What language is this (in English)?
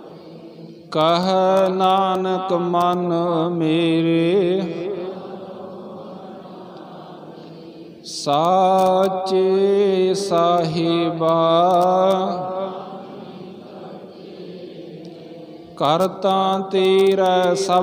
Punjabi